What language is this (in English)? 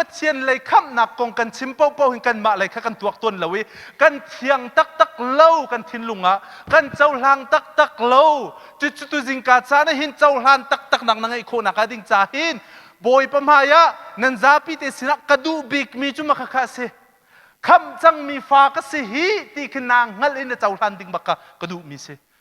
Hakha Chin